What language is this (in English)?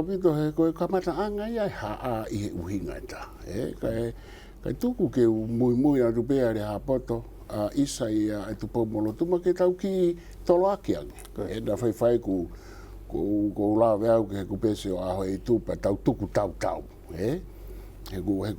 Tongan